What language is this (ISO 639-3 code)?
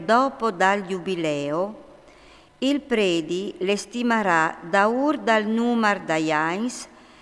fur